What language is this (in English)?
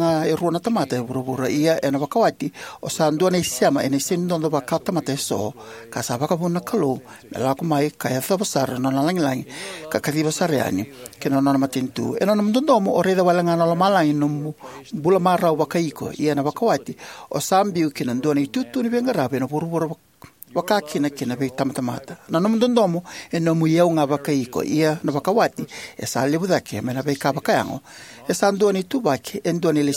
Fijian